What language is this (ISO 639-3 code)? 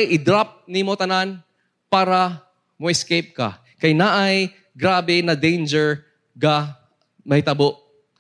ceb